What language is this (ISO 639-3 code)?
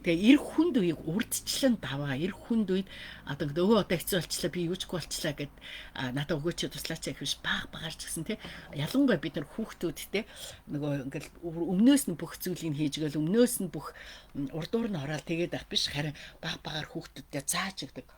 mon